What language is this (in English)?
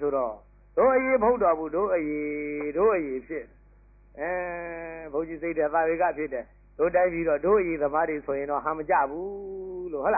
Burmese